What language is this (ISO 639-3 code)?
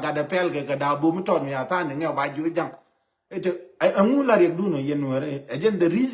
nus